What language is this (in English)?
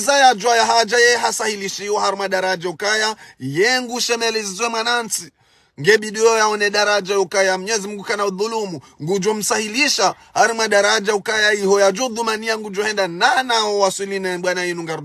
Ngazidja Comorian